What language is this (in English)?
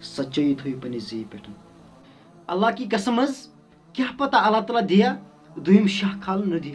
Kashmiri